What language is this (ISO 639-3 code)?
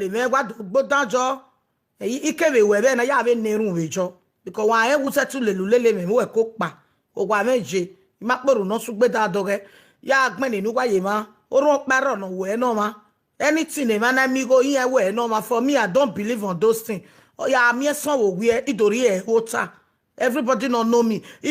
pcm